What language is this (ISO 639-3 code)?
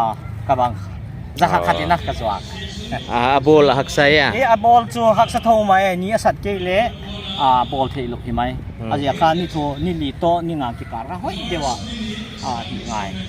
pck